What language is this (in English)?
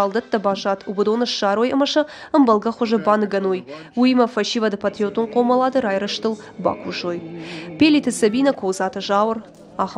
Ossetic